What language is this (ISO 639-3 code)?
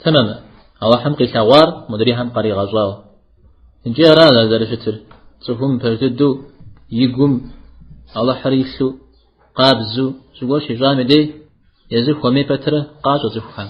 kbd